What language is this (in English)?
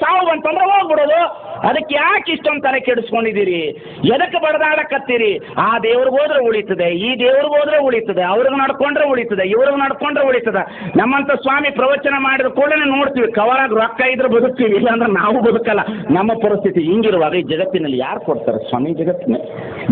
Kannada